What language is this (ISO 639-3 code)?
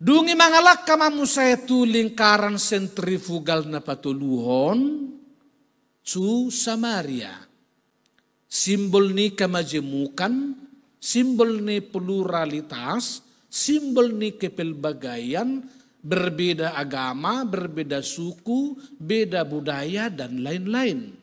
bbc